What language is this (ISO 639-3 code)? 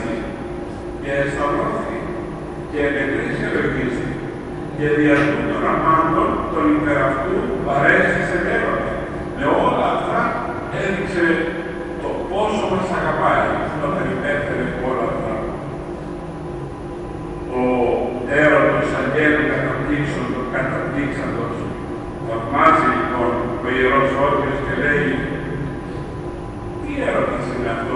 ell